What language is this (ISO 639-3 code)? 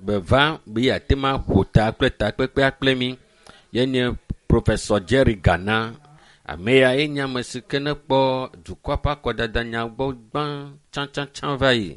ewe